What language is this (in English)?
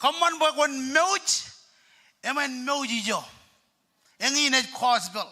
Marshallese